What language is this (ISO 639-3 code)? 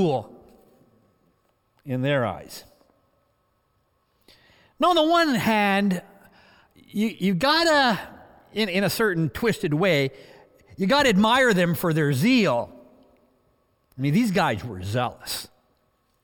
eng